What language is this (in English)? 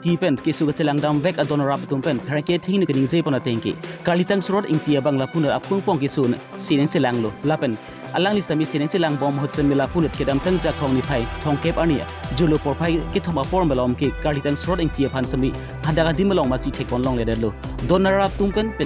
Karbi